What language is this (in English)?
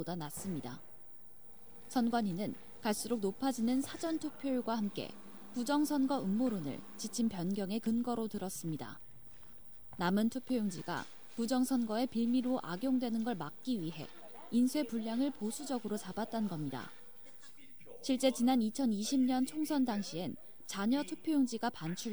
Korean